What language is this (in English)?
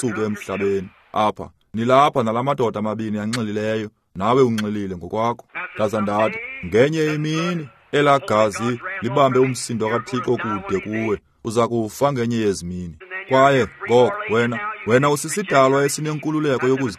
Xhosa